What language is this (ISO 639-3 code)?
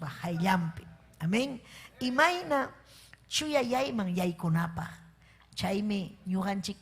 quy